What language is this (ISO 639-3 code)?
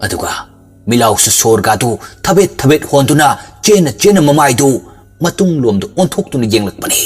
mni